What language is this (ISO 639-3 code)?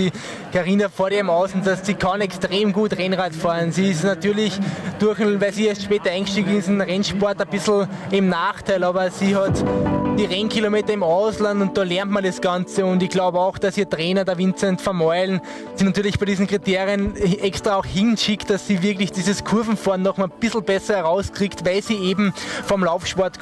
deu